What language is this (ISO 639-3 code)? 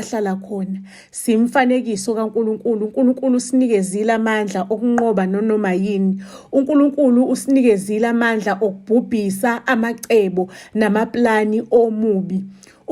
zul